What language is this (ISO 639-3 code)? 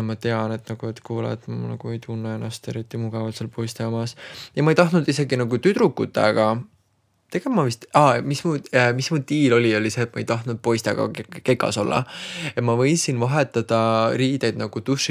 est